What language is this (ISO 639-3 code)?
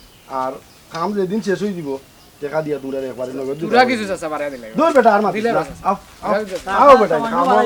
syl